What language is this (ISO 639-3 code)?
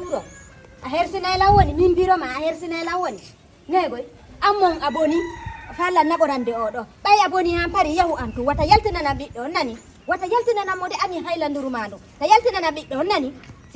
ful